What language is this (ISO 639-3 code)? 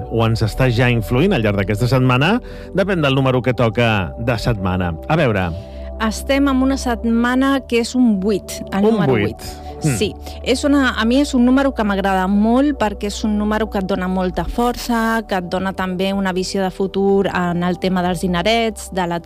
cat